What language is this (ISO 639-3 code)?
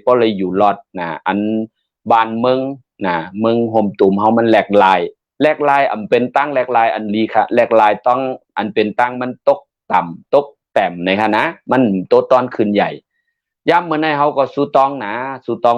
shn